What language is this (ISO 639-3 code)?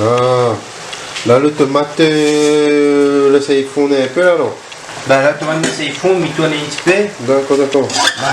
rcf